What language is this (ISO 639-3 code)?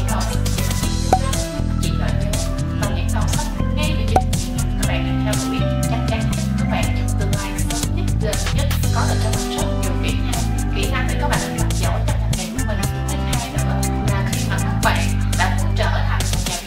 vie